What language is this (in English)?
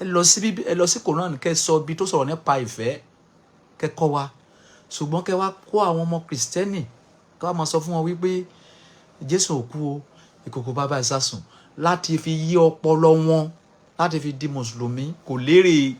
Yoruba